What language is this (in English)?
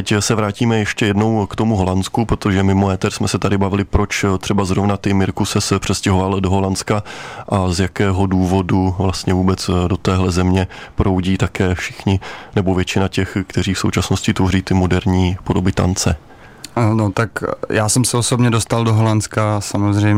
Czech